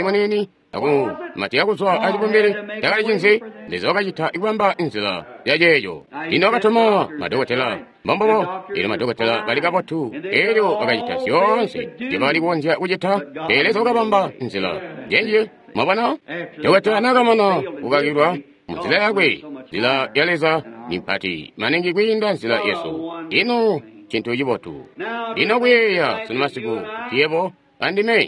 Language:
Tonga (Zambia)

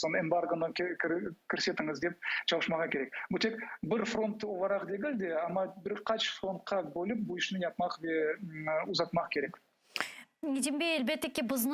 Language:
Crimean Tatar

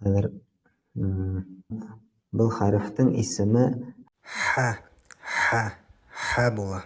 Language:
Bashkir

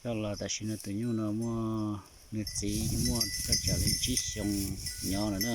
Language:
Hmong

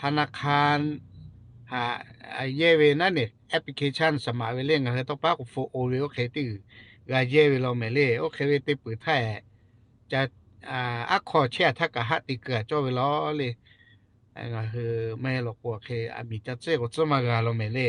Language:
Lahu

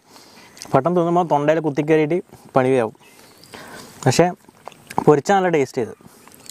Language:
Malayalam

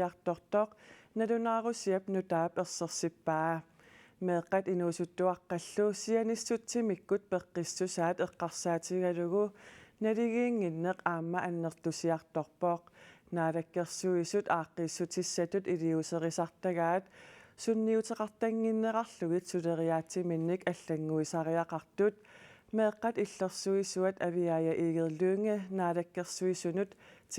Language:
Kalaallisut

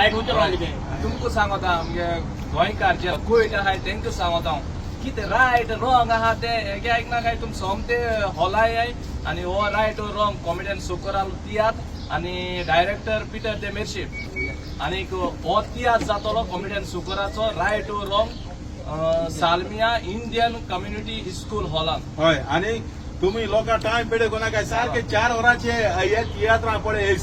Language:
Konkani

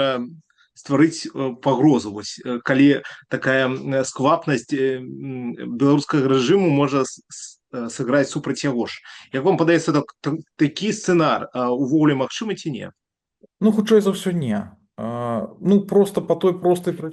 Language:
Belarusian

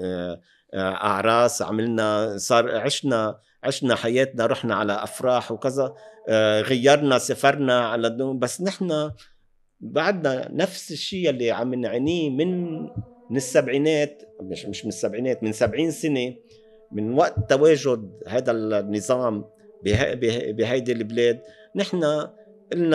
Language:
North Levantine Arabic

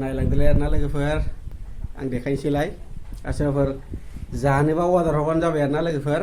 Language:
Bodo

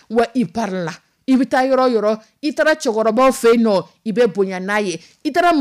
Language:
Dyula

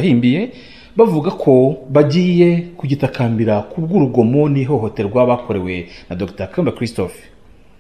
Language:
Kinyarwanda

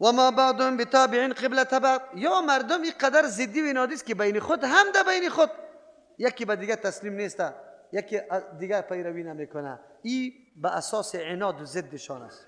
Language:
Persian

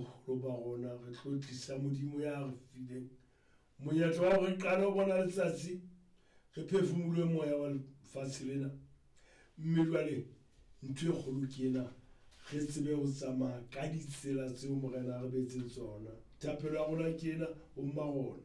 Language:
Southern Sotho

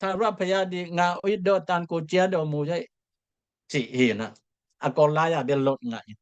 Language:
Tedim Chin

